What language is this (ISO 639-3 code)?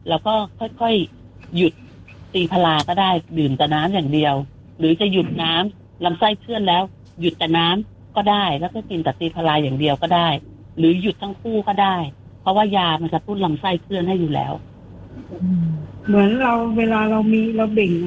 tha